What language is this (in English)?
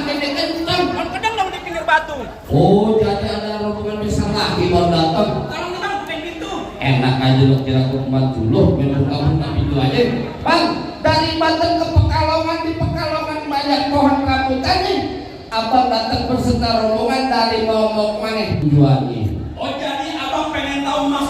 Betawi